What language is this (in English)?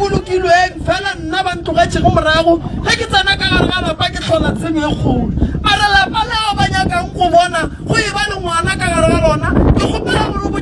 Northern Sotho